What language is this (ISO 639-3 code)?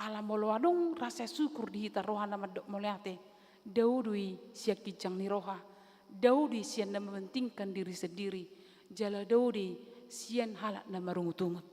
bbc